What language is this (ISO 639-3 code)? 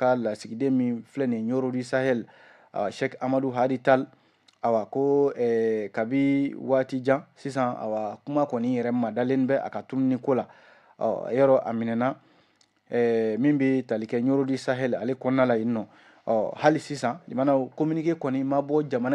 bam